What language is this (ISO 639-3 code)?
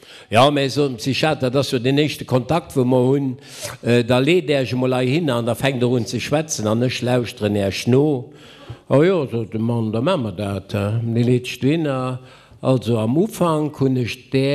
ltz